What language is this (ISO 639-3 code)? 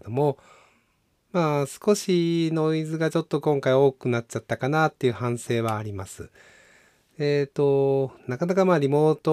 jpn